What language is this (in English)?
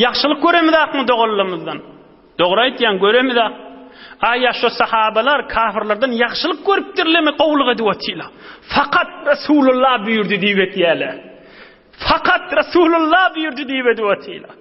Turkmen